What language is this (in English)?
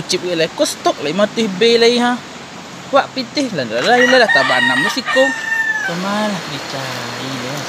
Minangkabau